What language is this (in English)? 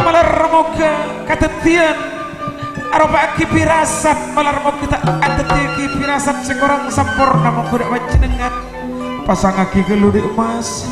Madurese